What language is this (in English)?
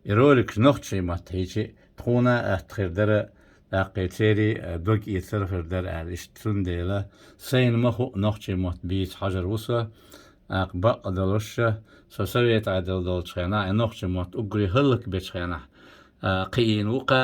Chechen